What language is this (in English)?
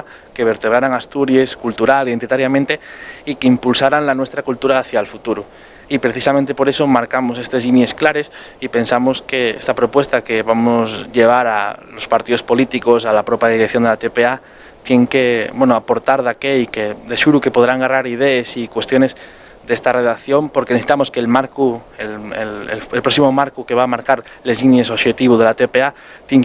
Asturian